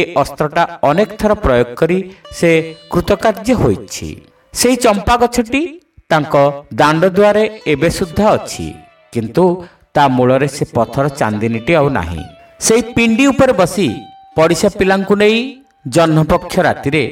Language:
Odia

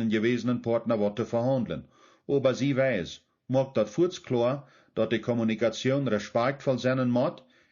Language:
Plautdietsch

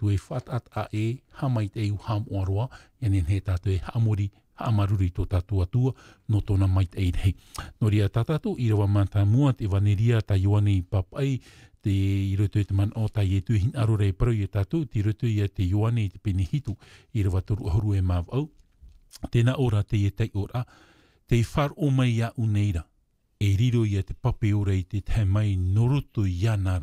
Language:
Tahitian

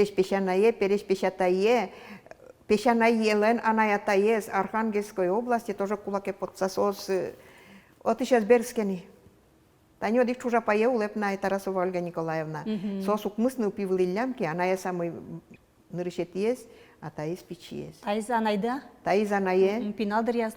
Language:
Udmurt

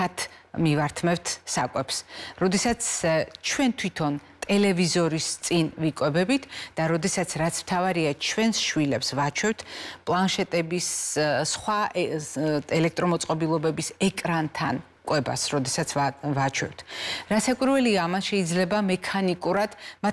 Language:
Georgian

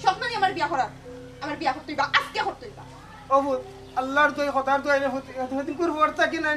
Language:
Sylheti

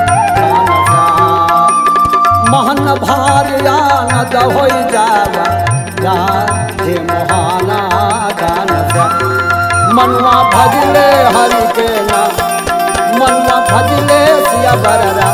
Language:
Chhattisgarhi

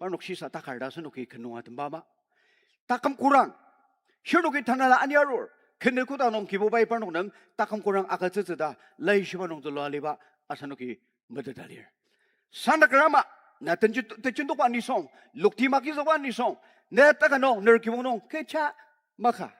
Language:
Ao Naga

